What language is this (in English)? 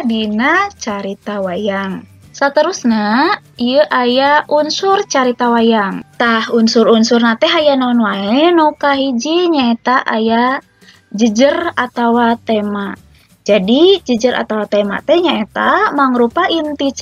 Sundanese